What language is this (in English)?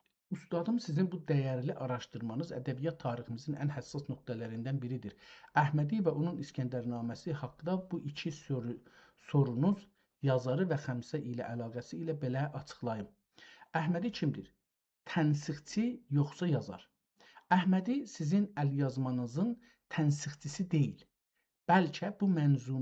South Azerbaijani